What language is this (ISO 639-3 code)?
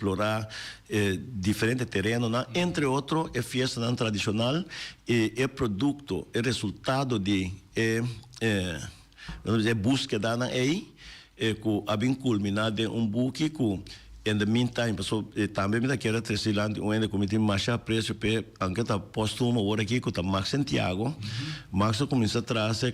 pap